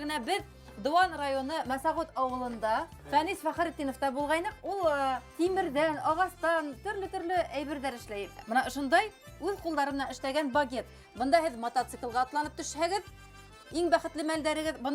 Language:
Bashkir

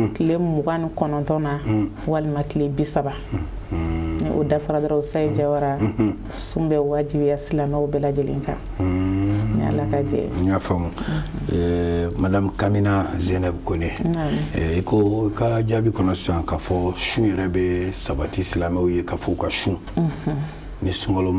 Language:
Bambara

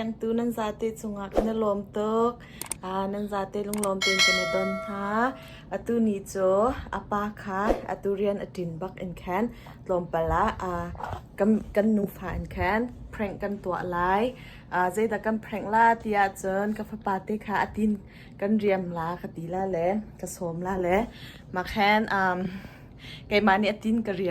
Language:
Hakha Chin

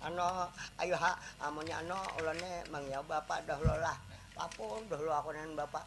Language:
Banjar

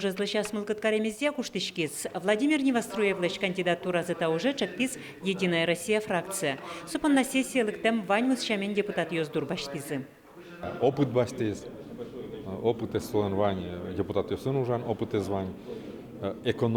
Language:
Udmurt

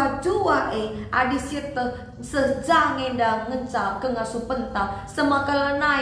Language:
Batak Karo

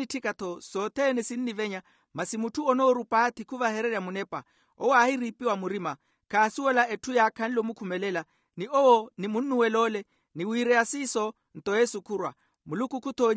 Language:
Makhuwa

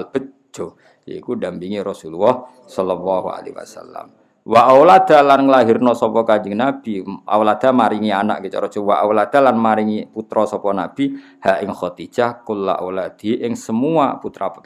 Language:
Javanese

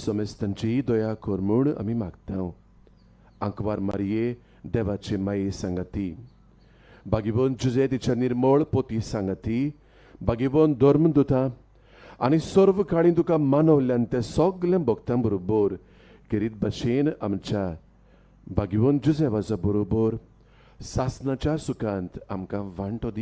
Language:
Konkani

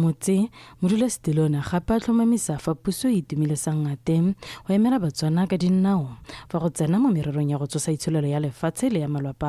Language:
Tswana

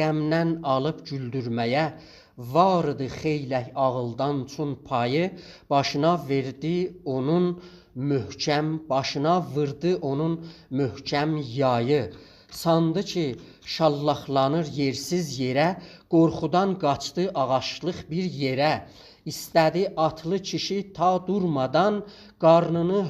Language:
South Azerbaijani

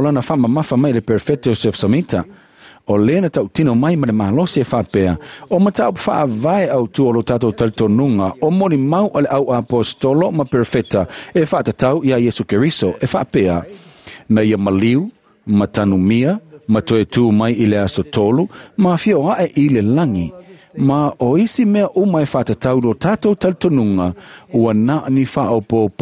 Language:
Samoan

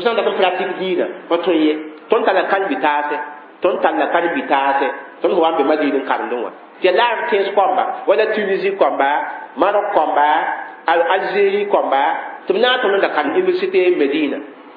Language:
Mossi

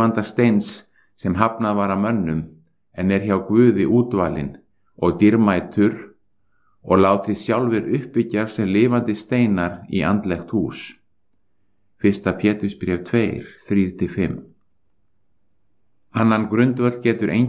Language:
Icelandic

